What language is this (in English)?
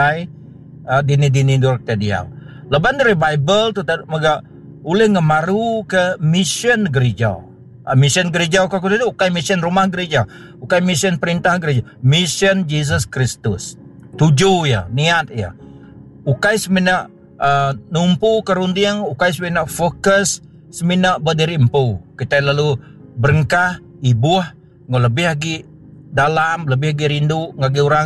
Iban